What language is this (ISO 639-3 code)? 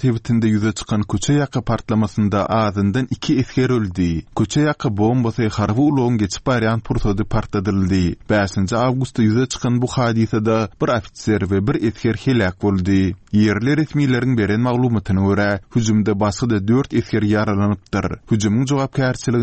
tuk